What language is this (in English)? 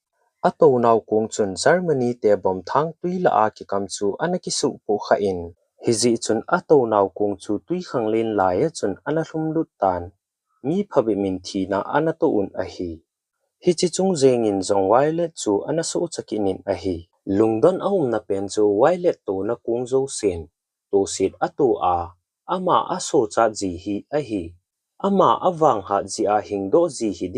Thado Chin